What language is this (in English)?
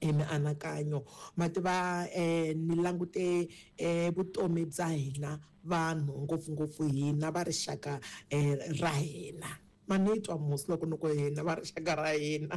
Tsonga